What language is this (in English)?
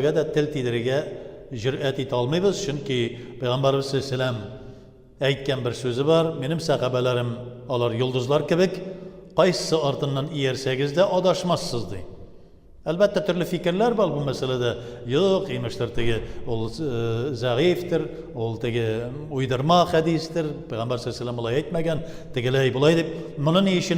Tatar